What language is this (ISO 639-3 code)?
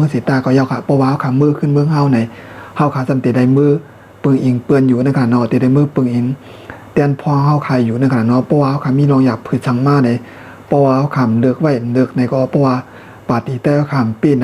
shn